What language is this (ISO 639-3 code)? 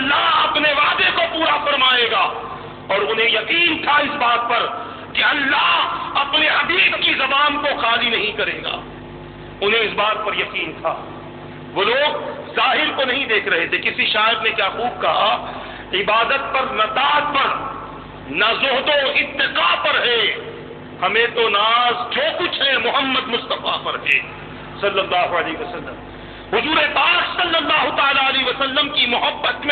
urd